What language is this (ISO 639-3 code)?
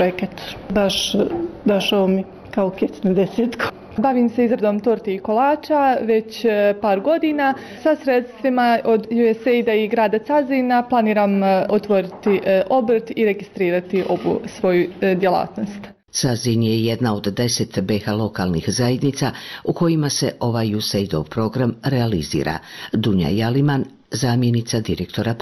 bos